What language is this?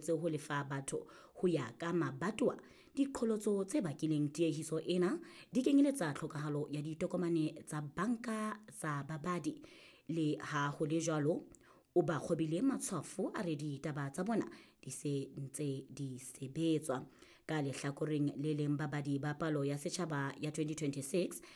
Southern Sotho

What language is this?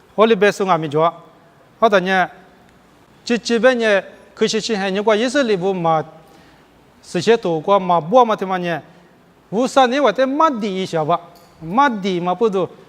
Lisu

